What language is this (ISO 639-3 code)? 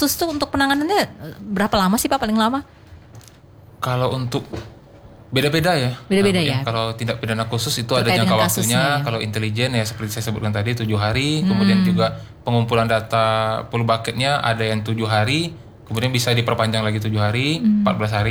ind